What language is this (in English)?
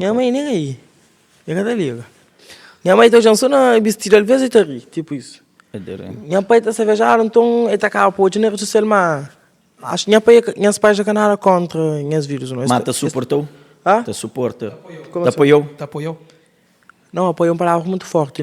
Kabuverdianu